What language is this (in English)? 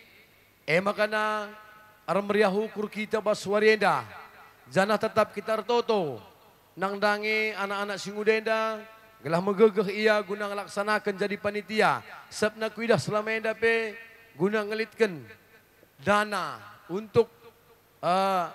Batak Karo